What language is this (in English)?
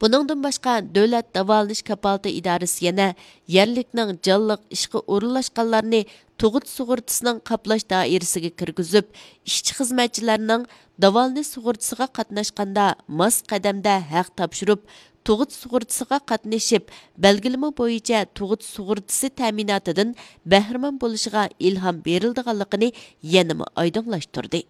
Uyghur